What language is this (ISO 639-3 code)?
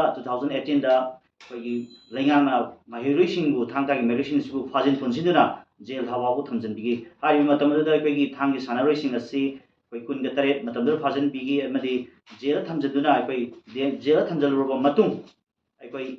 mni